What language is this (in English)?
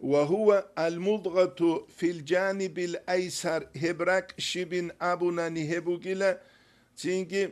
Avaric